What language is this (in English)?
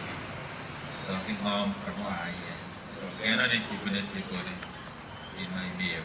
Acoli